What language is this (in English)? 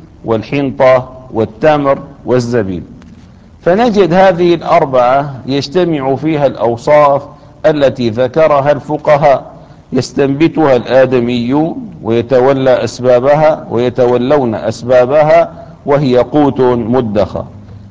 Arabic